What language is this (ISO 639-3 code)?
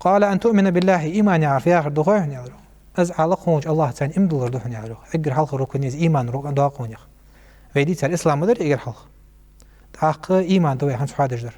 inh